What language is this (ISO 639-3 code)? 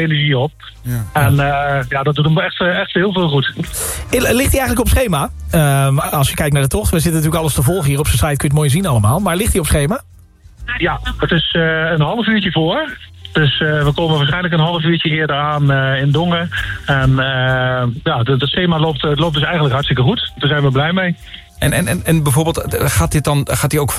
nld